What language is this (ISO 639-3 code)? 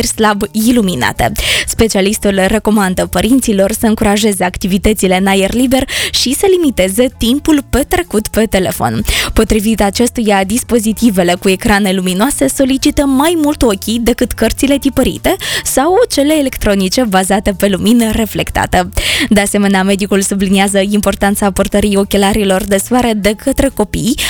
ron